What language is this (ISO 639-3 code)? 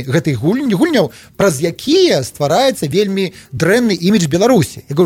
bel